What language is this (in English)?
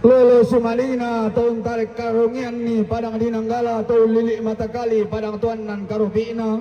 Toraja-Sa'dan